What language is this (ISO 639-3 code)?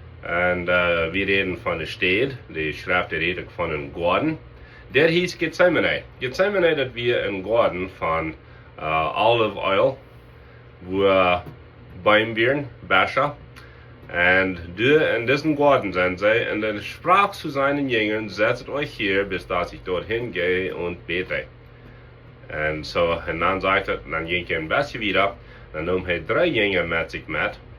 pdt